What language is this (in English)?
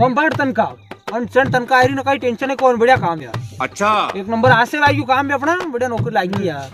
Rajasthani